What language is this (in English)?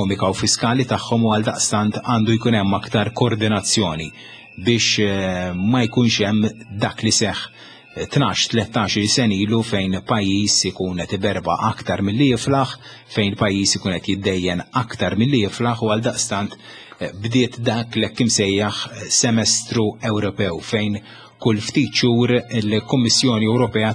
Maltese